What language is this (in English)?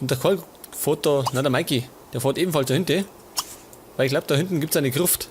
Bavarian